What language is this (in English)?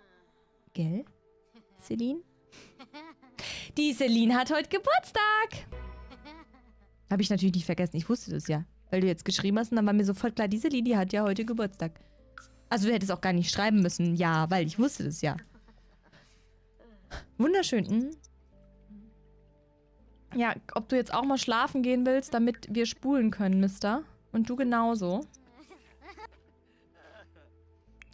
German